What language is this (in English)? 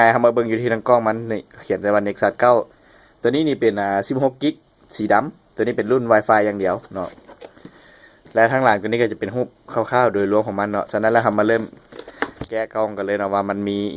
Lao